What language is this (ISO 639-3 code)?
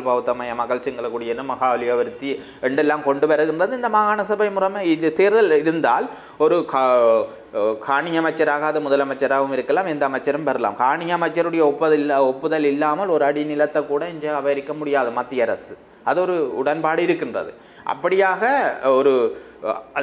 tam